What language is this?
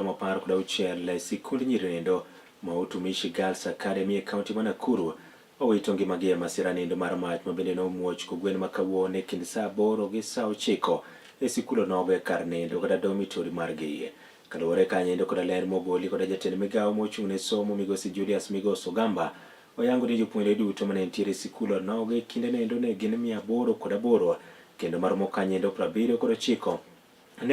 Luo (Kenya and Tanzania)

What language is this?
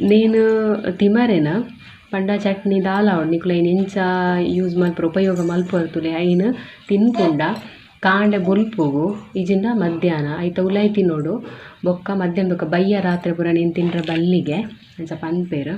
Tulu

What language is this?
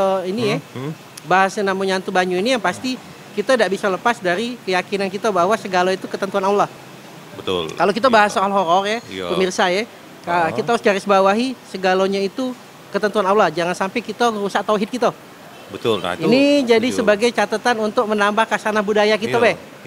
Musi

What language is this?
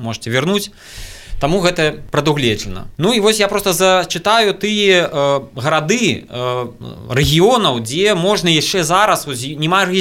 Belarusian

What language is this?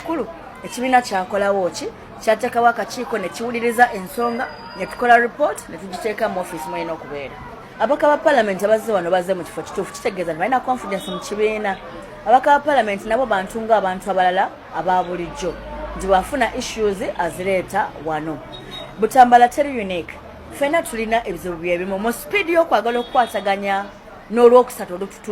Ganda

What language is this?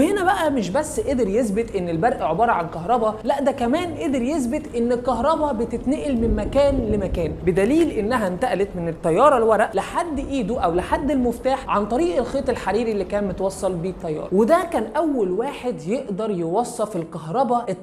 Egyptian Arabic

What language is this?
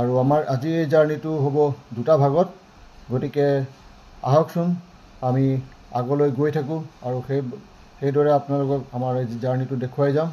Assamese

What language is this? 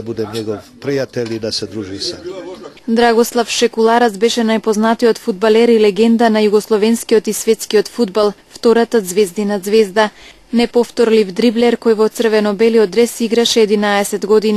Macedonian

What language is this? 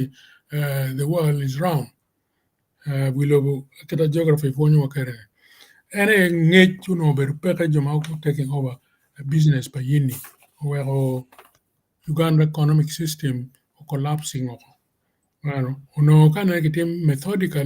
Acoli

